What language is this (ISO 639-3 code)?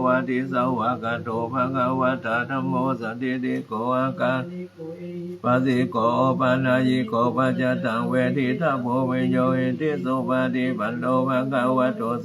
pli